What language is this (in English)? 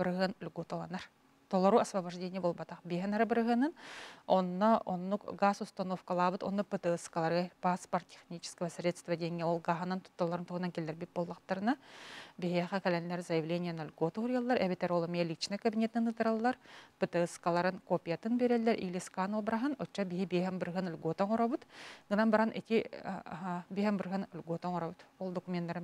Yakut